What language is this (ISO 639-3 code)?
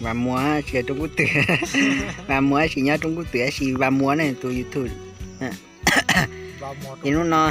hmn